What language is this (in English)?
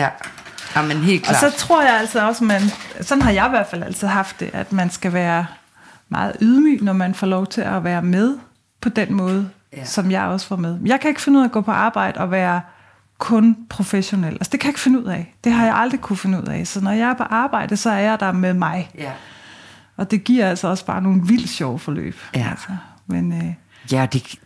Danish